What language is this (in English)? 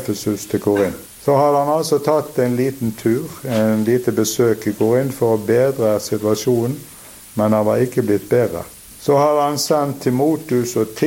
Norwegian